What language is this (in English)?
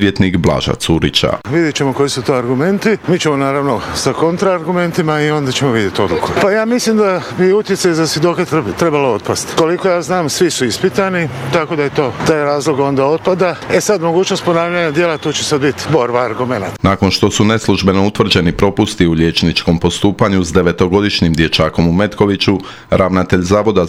Croatian